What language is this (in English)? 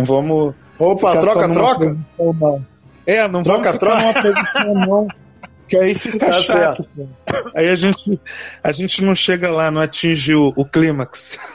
Portuguese